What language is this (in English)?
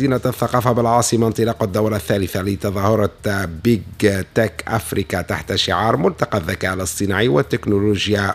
Tunisian Arabic